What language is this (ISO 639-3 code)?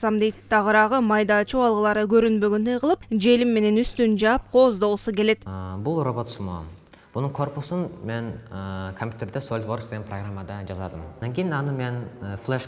kir